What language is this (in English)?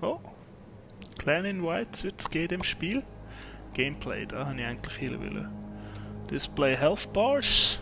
Swiss German